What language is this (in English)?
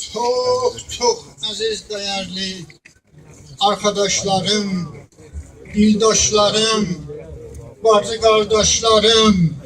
South Azerbaijani